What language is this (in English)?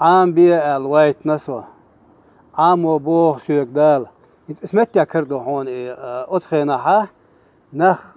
Chechen